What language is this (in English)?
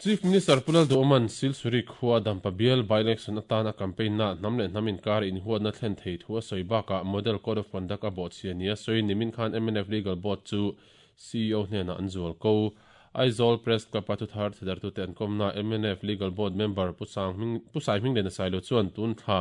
Mizo